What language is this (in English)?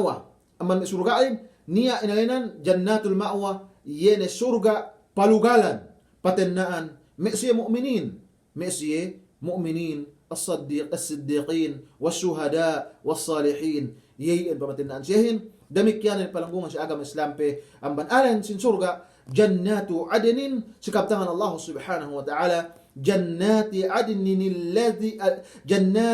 Yakan